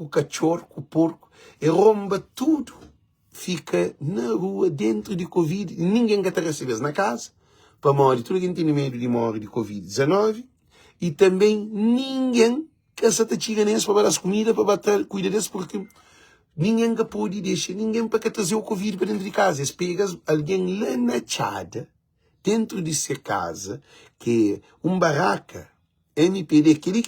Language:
Kabuverdianu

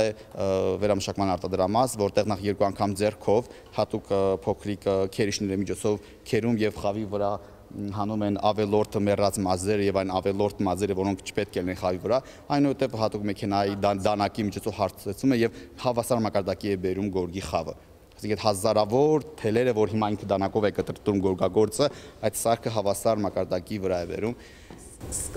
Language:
Armenian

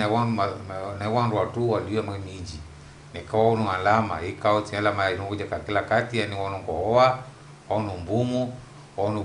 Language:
Ngazidja Comorian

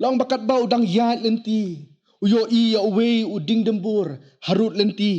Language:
Khasi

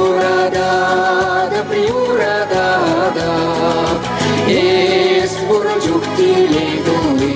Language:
Chuvash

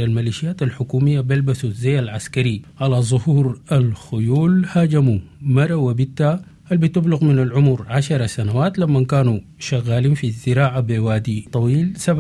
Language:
Sudanese Arabic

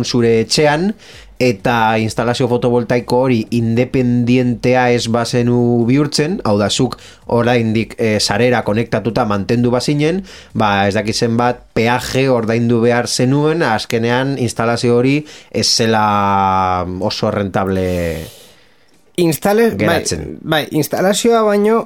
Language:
Basque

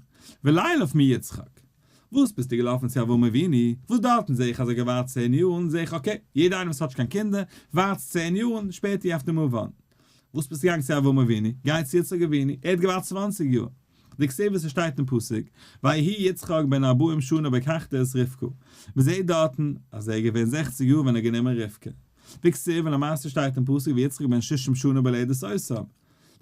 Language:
Yiddish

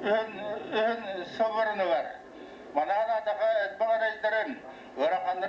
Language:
Yakut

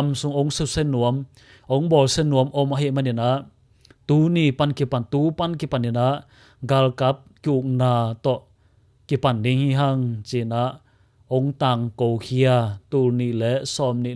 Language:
Tedim Chin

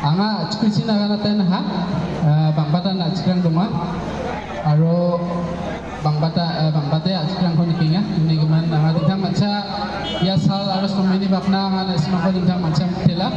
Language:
Garo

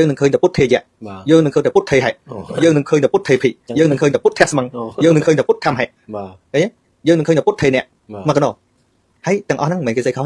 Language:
Khmer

